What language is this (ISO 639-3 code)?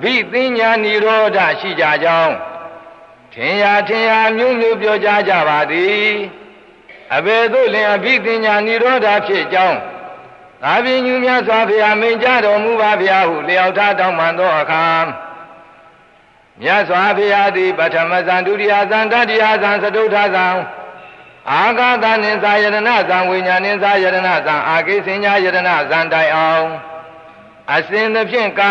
mya